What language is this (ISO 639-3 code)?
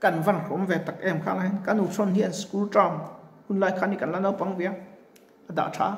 lus